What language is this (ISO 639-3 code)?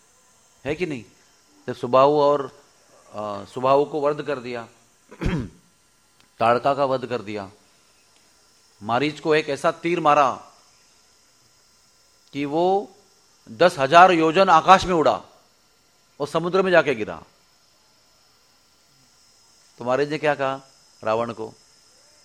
hin